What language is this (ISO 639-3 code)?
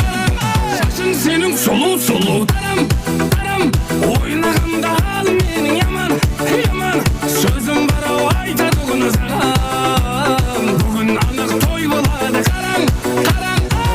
kaa